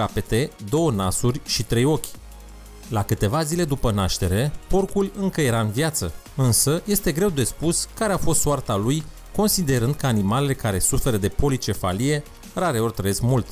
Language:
Romanian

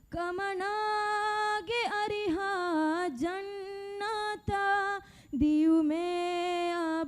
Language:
Divehi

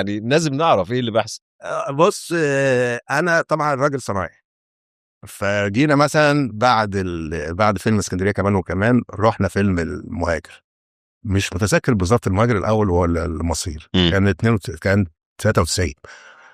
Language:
Egyptian Arabic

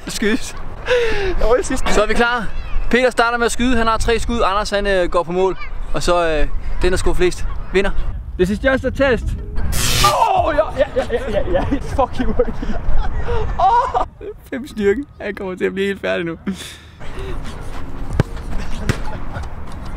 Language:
Danish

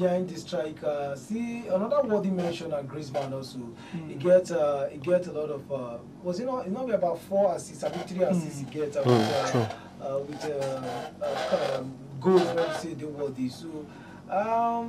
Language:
Nigerian Pidgin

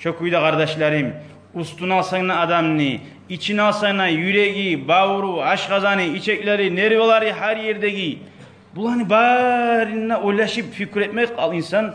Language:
Kumyk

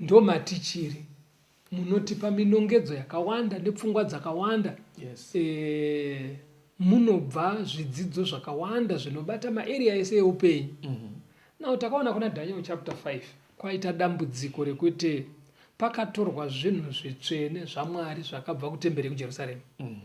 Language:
Shona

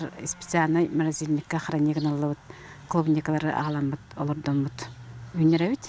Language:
Yakut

